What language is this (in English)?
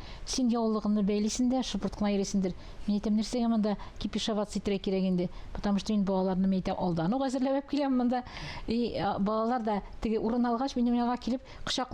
Tatar